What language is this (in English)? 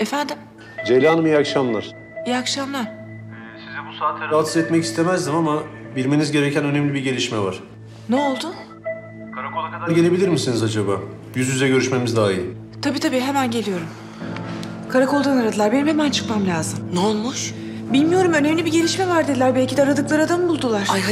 Turkish